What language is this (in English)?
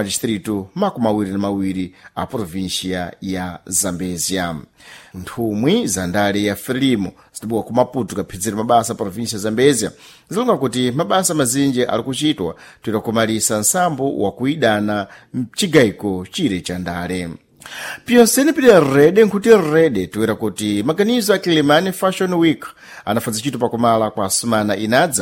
Sena